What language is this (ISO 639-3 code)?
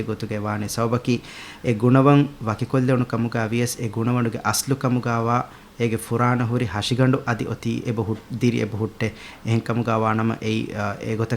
div